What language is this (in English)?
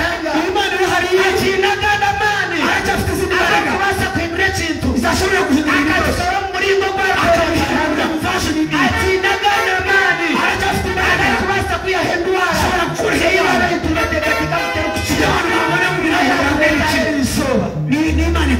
Kinyarwanda